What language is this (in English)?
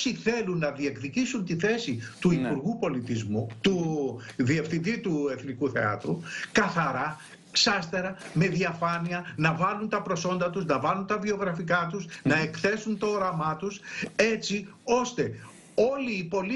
Greek